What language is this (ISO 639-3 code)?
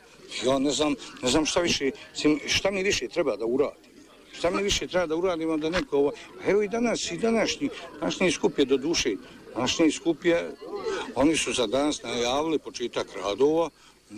bos